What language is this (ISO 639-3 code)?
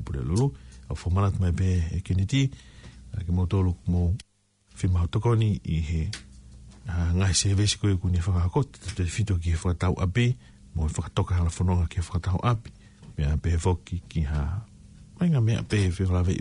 ton